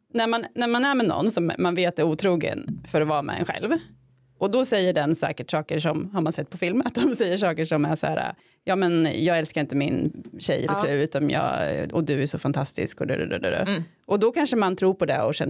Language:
Swedish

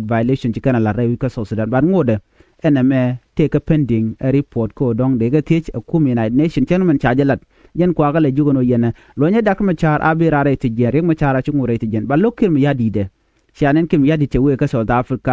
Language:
Nuer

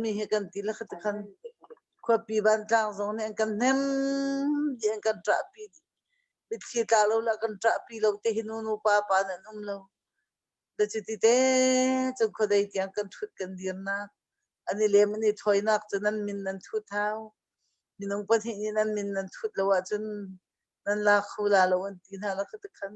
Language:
Hakha Chin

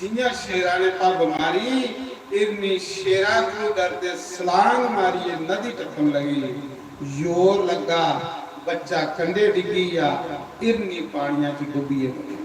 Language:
Dogri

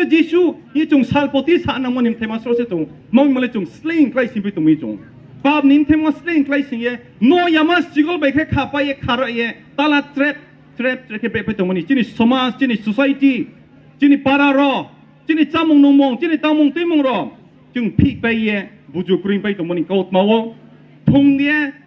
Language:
Riang (India)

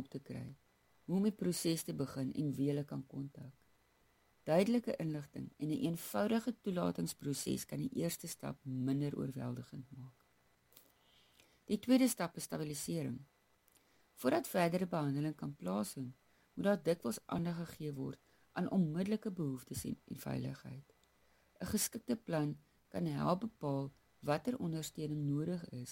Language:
Afrikaans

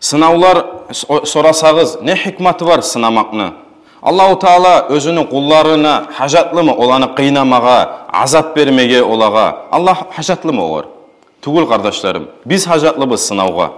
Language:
Kumyk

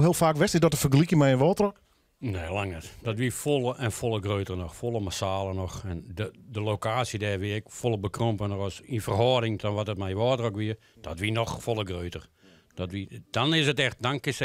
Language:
Western Frisian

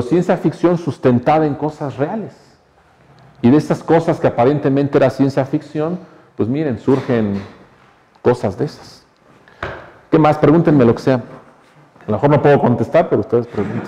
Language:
Spanish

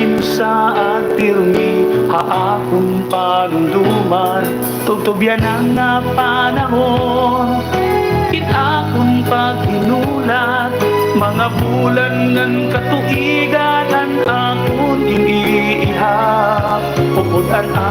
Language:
Waray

